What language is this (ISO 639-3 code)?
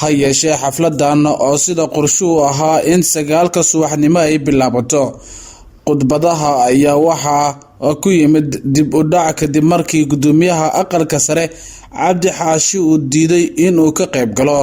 som